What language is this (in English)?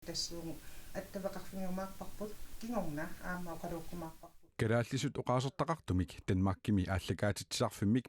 Kalaallisut